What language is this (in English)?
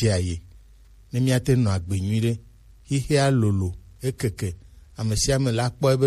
Gen